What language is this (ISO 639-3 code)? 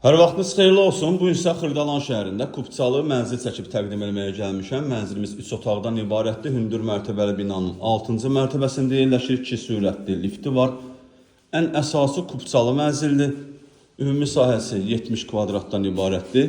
aze